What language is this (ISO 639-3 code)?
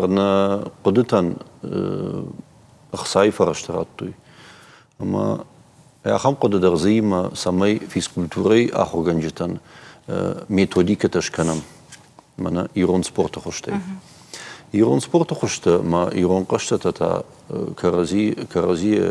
oss